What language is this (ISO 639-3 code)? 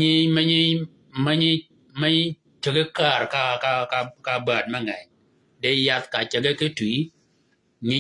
shk